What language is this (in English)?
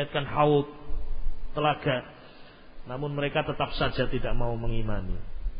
Indonesian